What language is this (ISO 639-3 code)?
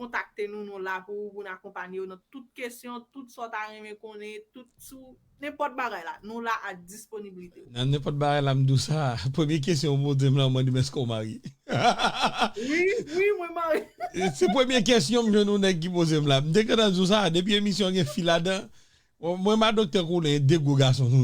hat